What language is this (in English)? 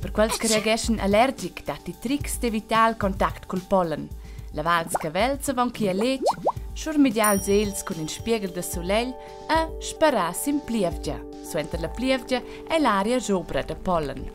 Romansh